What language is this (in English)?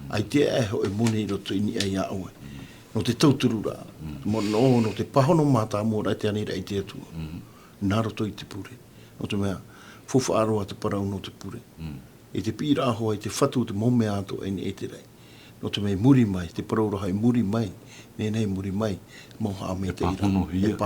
Tahitian